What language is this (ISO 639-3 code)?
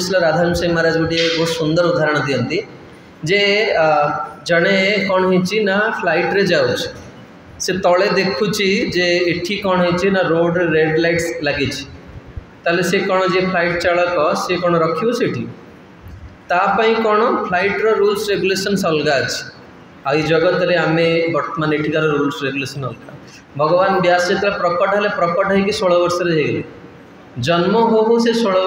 ori